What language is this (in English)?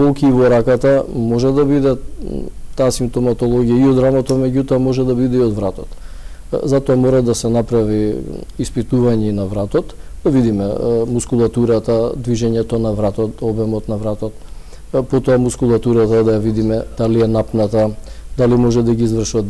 Macedonian